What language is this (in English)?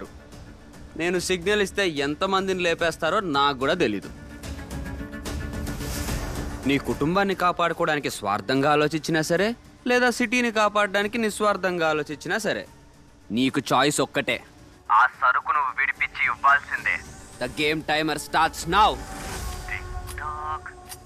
Telugu